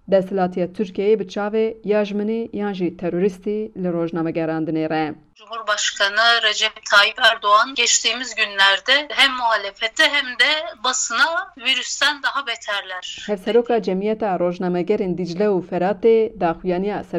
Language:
Kurdish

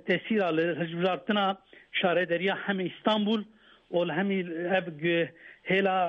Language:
Kurdish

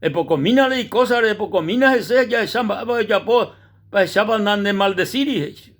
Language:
Guarani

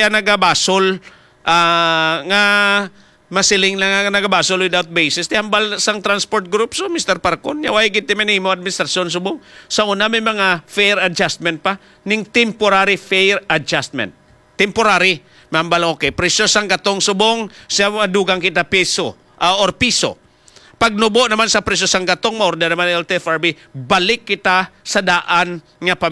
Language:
Hiligaynon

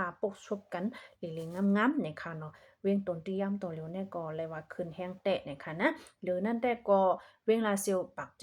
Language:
Shan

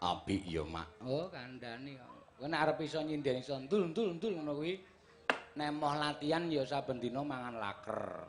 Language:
Javanese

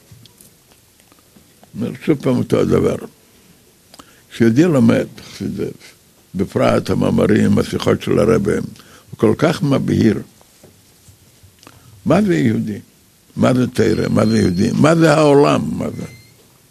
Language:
Hebrew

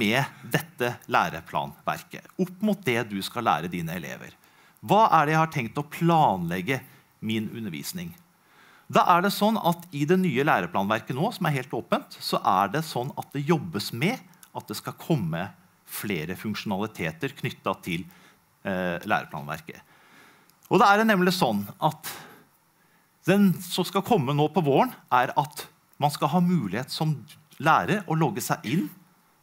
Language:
Norwegian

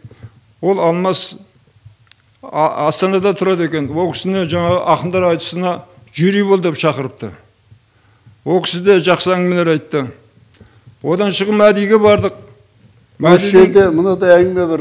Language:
Kazakh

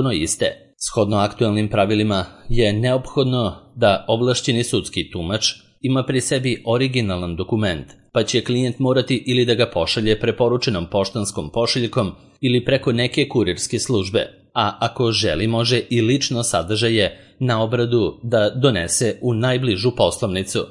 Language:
Serbian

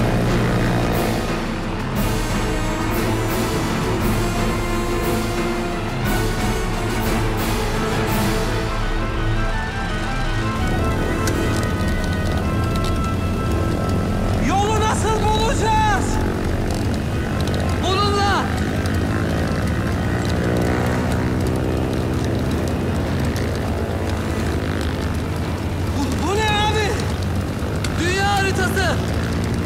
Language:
Turkish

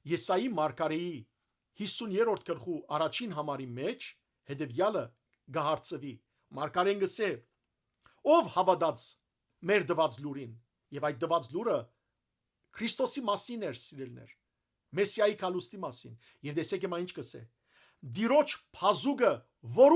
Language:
Western Armenian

